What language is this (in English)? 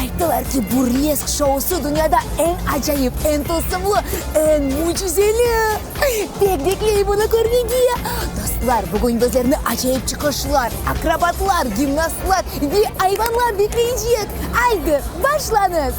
Crimean Tatar